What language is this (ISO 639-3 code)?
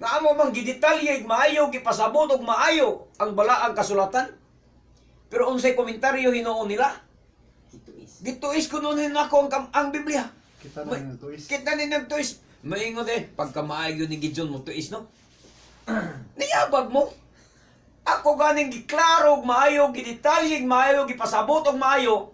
ceb